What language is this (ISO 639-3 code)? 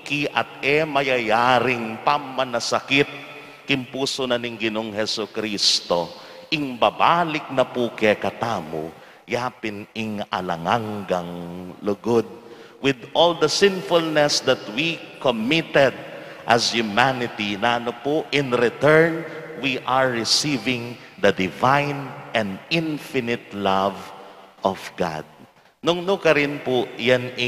pam